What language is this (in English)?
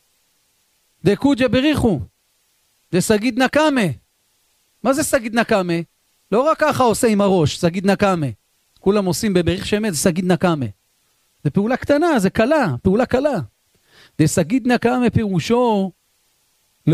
Hebrew